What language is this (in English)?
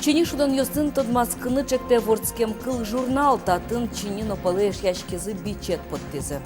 Udmurt